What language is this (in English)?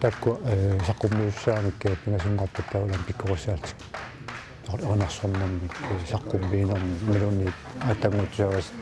Kalaallisut